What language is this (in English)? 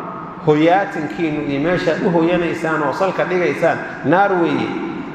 Somali